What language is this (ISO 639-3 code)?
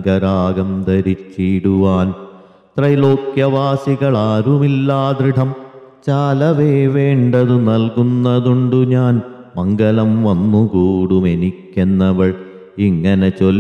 mal